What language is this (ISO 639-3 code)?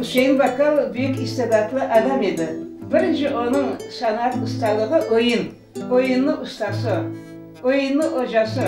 crh